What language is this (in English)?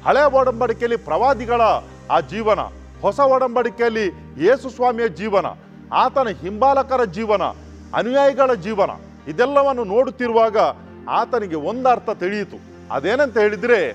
Kannada